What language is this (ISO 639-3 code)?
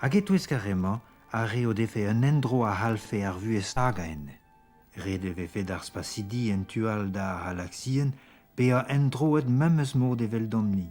bre